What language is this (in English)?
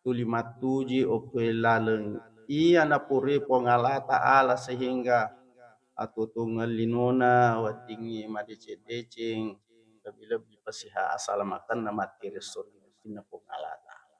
Buginese